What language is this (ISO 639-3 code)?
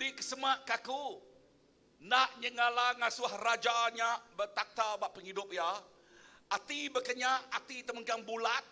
iba